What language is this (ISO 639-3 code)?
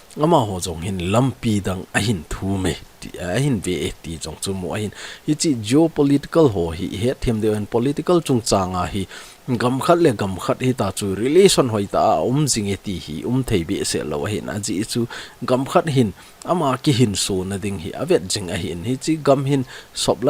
tcz